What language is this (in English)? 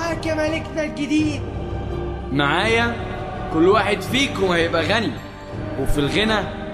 Egyptian Arabic